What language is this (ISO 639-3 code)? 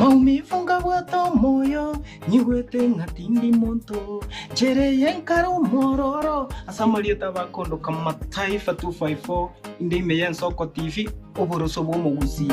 guz